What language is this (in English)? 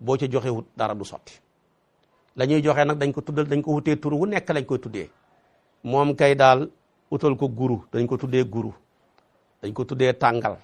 Wolof